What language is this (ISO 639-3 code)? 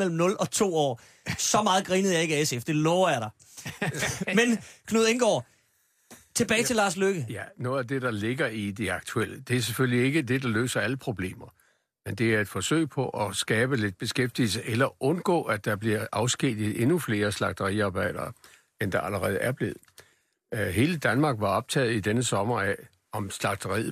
dan